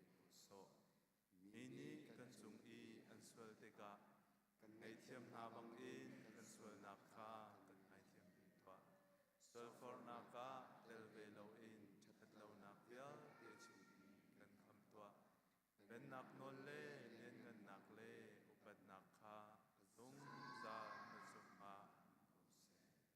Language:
Hakha Chin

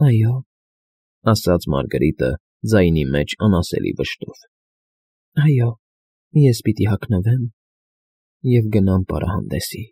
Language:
Armenian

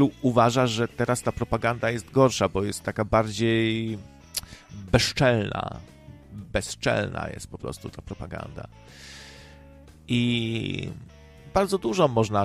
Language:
Polish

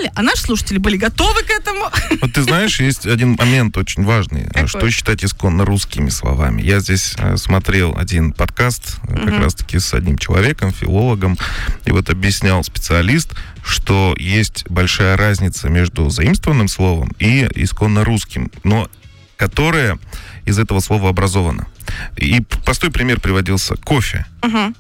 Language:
Russian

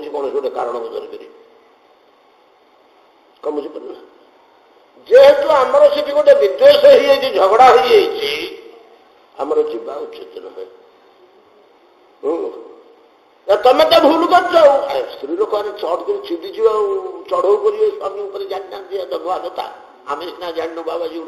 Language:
Odia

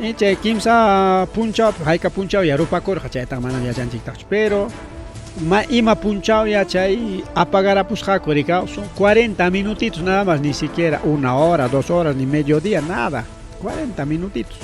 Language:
Ayacucho Quechua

